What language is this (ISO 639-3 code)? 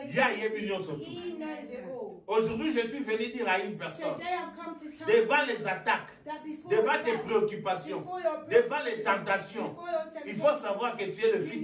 fra